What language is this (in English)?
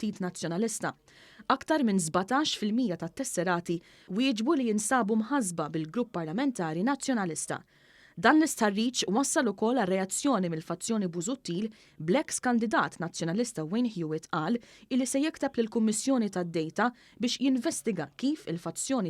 Maltese